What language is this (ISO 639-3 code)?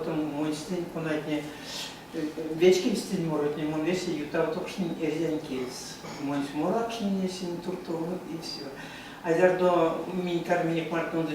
myv